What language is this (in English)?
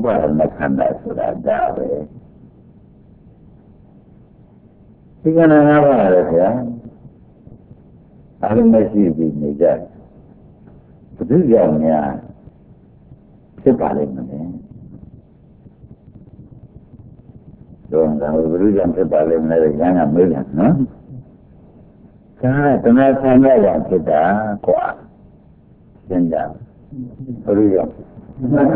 Burmese